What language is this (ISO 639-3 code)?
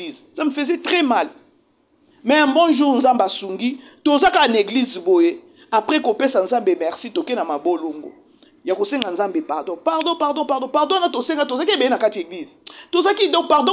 lin